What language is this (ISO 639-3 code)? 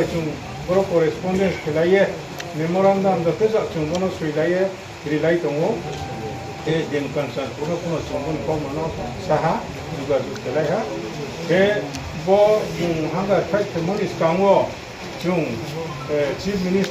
ria